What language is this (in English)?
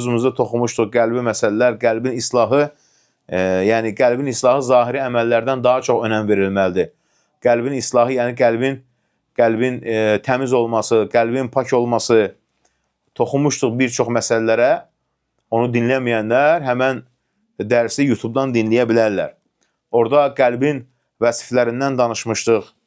Azerbaijani